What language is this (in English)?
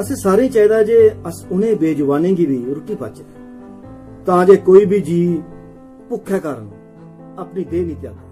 Dogri